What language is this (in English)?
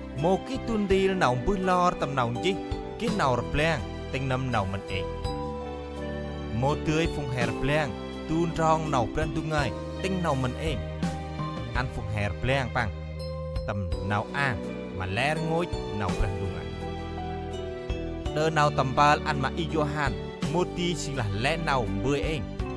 Central Mnong